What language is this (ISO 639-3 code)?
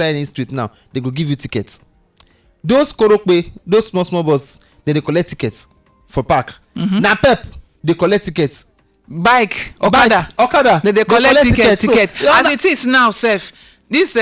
pcm